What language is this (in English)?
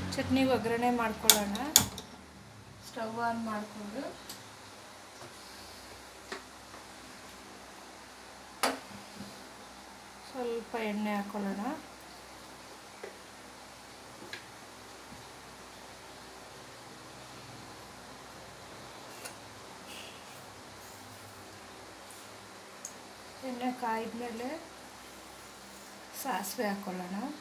Kannada